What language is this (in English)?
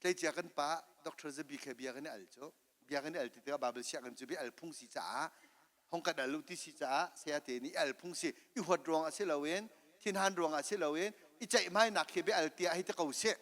Hakha Chin